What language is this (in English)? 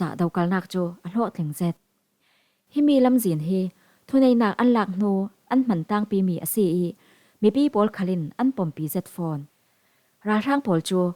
Falam Chin